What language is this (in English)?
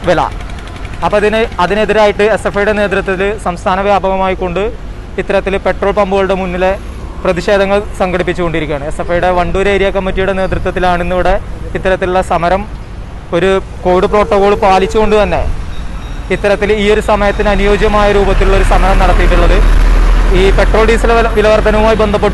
Malayalam